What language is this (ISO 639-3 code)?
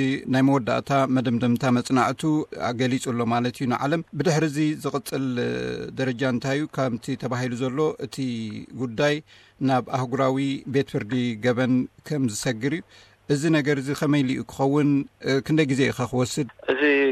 tir